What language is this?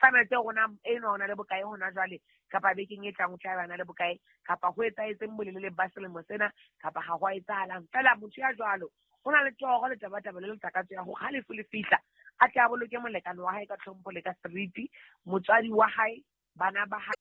Southern Sotho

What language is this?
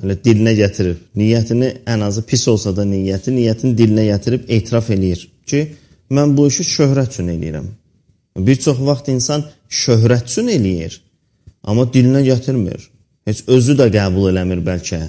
Azerbaijani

